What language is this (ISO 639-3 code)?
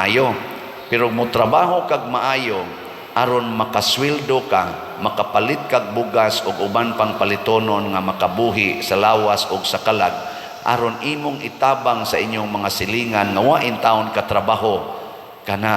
ceb